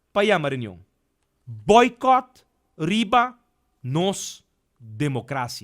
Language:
Papiamento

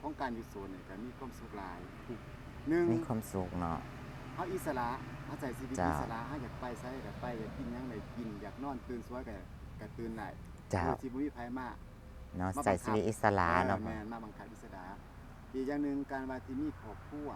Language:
Lao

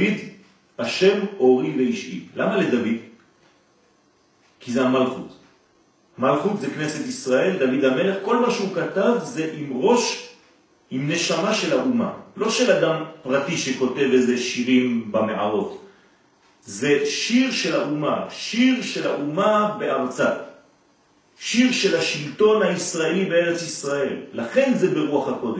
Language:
Hebrew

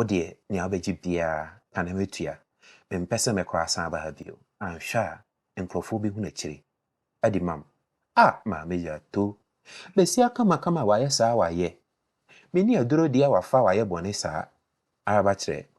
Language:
Akan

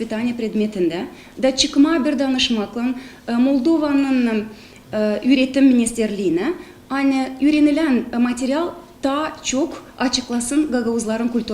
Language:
Gagauz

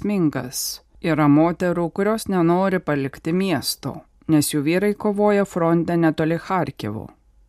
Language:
Lithuanian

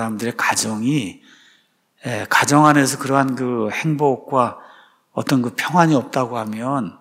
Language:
Korean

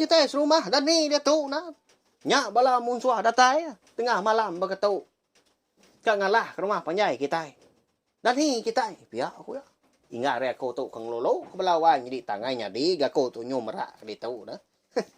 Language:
Iban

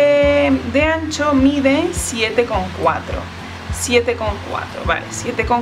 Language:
Spanish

